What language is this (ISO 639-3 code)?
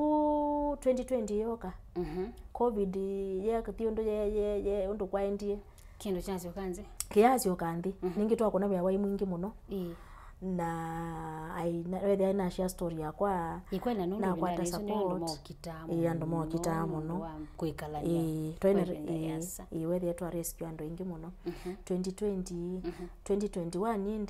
kam